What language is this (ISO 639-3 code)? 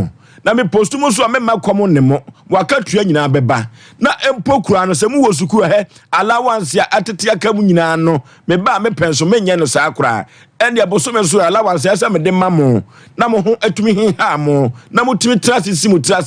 aka